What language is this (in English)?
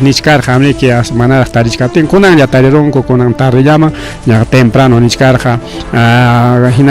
Ayacucho Quechua